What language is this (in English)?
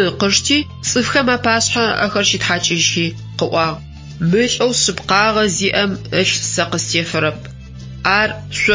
Adyghe